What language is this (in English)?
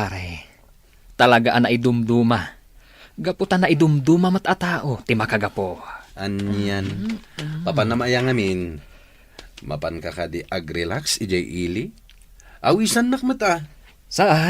Iloko